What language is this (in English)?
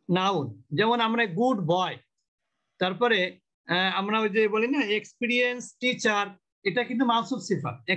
Bangla